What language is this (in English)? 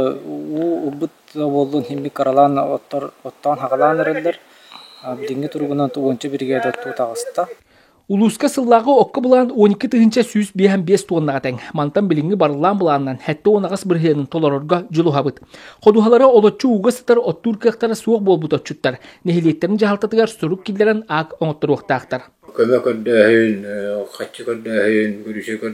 Yakut